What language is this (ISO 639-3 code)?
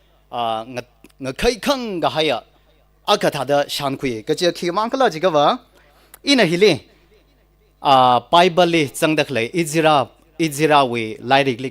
nmf